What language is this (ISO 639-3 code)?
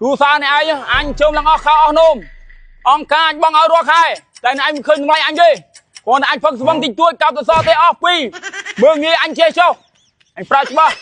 khm